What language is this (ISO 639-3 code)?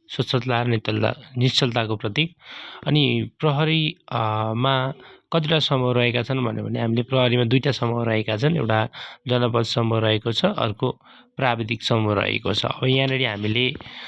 nep